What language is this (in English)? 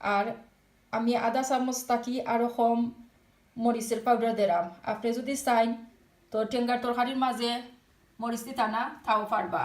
Sylheti